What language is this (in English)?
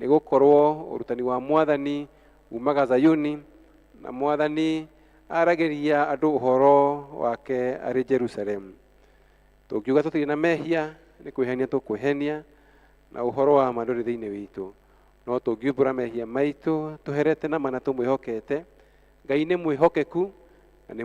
Kikuyu